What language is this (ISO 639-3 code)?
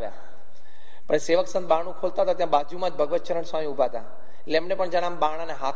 guj